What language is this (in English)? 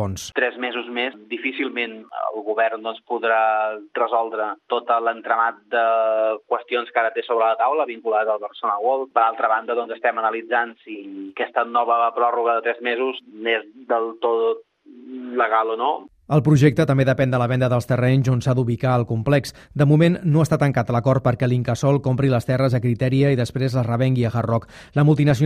Catalan